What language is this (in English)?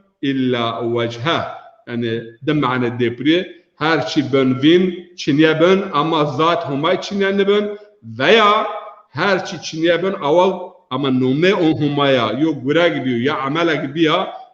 Zaza